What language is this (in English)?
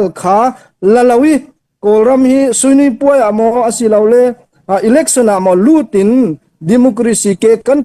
Falam Chin